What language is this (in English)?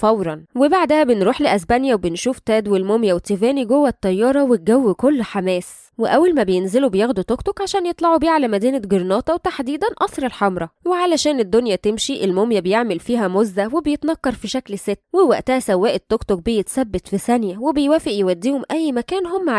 Egyptian Arabic